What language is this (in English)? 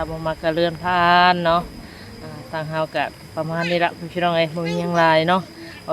Northeastern Thai